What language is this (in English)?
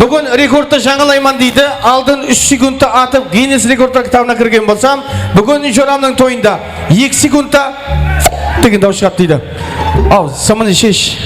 Kara-Kalpak